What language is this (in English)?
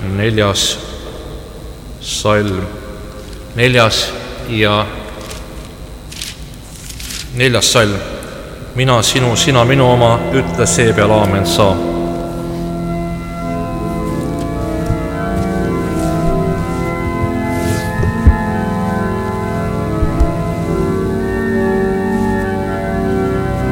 Estonian